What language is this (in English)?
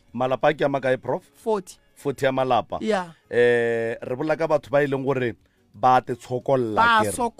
Northern Sotho